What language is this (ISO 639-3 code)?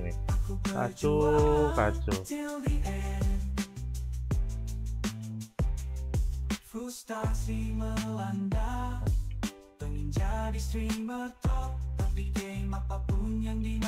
ind